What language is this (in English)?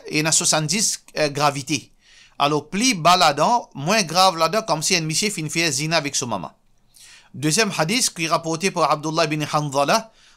Morisyen